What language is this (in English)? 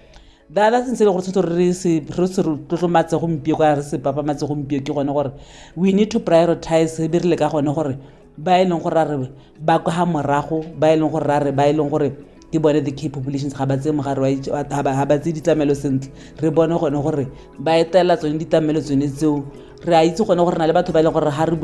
Tswana